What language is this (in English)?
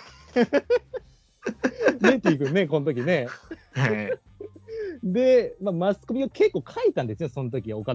Japanese